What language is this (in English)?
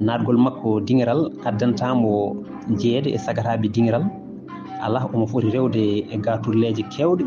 Fula